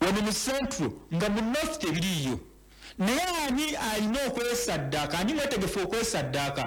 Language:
Ganda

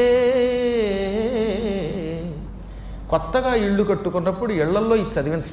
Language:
Telugu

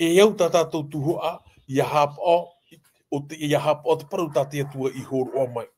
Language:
Tahitian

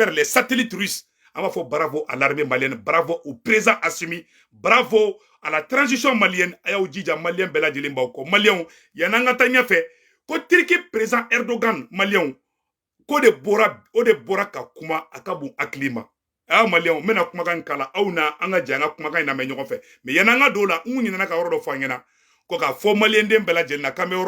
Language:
Bambara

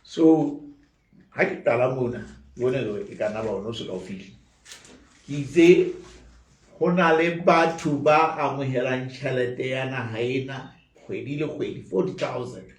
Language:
Southern Sotho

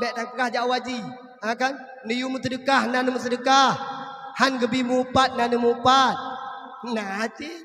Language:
Achinese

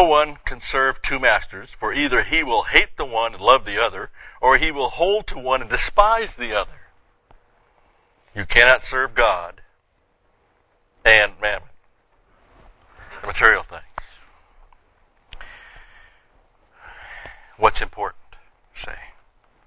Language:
English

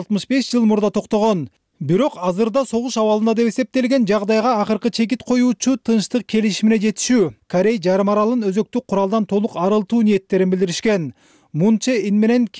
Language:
Kyrgyz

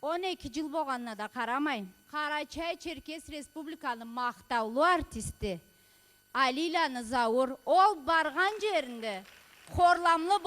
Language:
Karachay-Balkar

